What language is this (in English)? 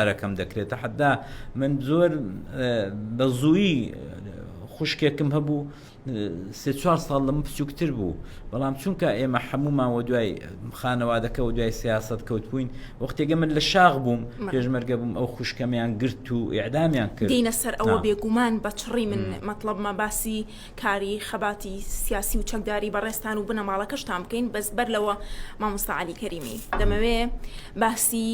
Central Kurdish